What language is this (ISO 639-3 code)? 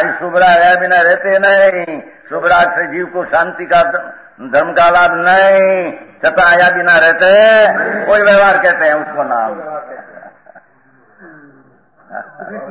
hin